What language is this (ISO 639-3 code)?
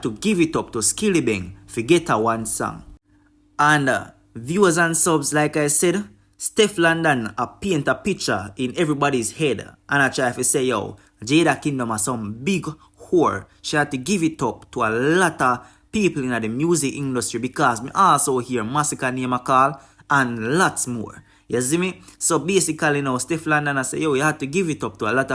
jam